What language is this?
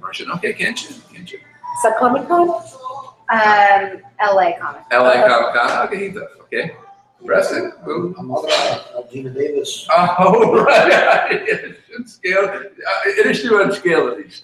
Irish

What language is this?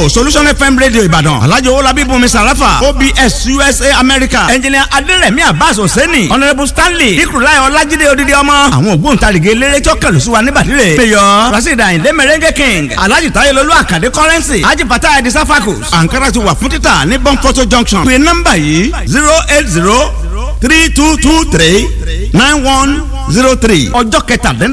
Yoruba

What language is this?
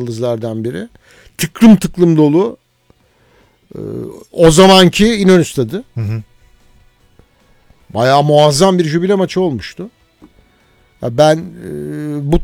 Turkish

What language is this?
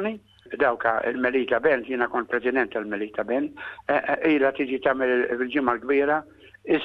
Maltese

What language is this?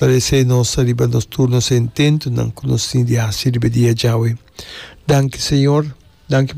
Papiamento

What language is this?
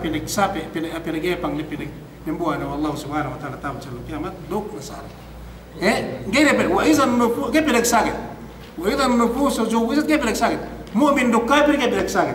Yakan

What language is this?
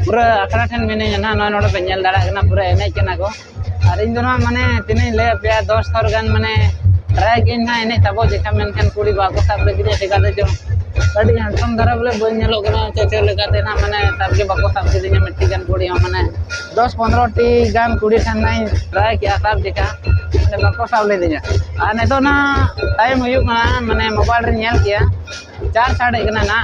Santali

